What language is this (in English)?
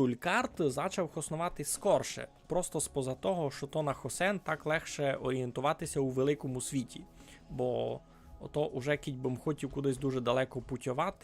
Rusyn